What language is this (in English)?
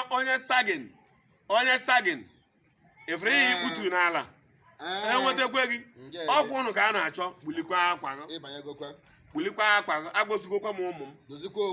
Igbo